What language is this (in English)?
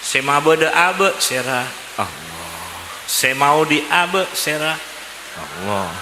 Madurese